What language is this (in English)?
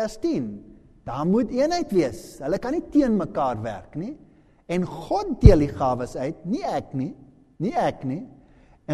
Afrikaans